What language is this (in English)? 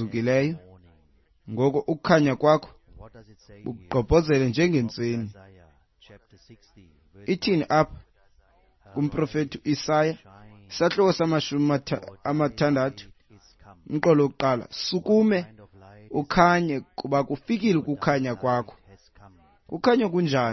Xhosa